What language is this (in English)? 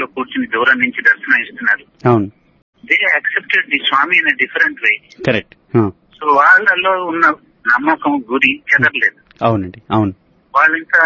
Telugu